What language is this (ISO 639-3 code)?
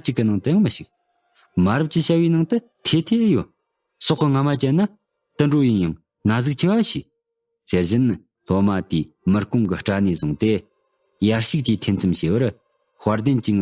bod